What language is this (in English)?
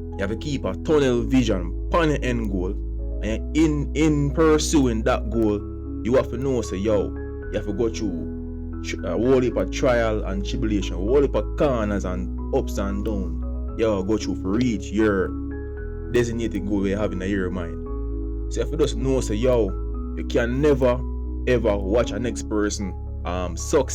Jamaican Creole English